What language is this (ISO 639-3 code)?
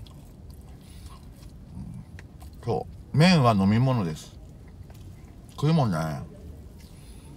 jpn